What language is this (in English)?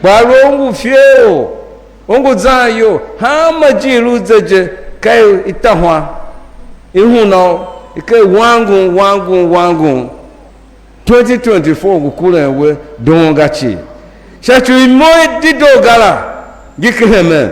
Tiv